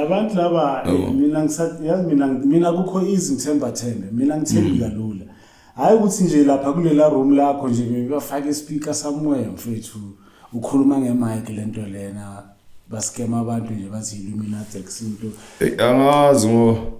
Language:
Zulu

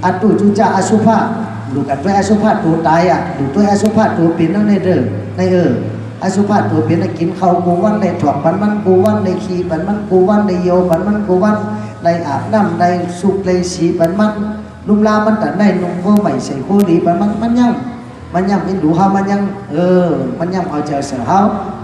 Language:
Shan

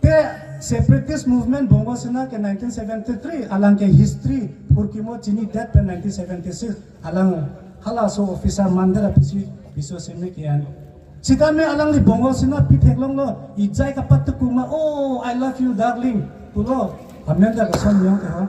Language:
Karbi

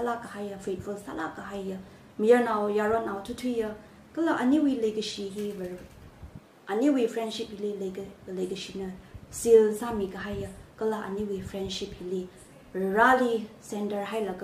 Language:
Tangkhul Naga (India)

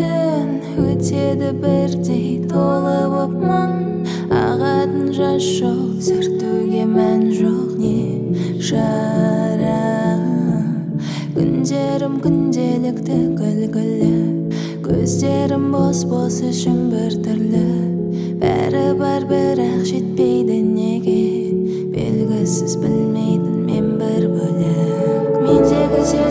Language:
Kazakh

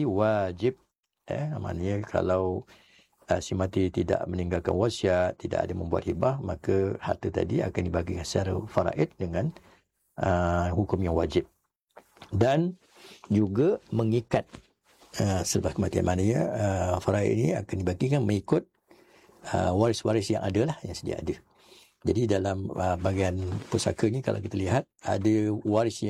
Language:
Malay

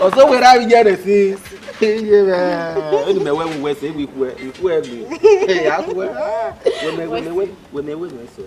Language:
Bini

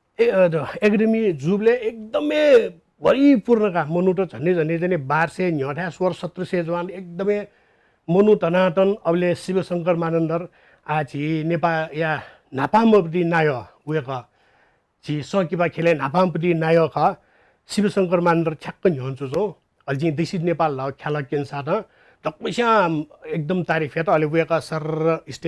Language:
Newari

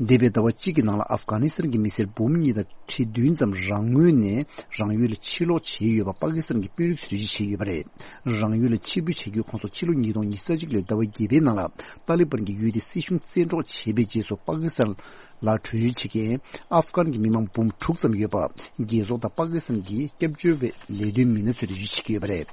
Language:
Tibetan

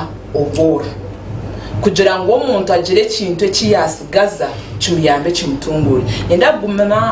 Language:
Nyankole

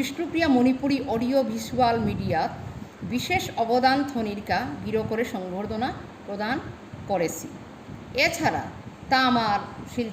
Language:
Bishnupriya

